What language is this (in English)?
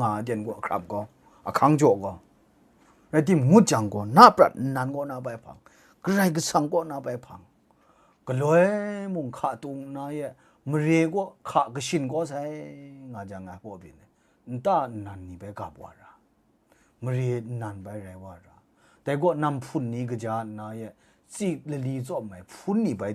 Kachin